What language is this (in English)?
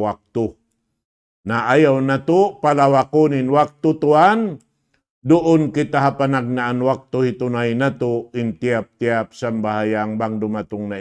Tausug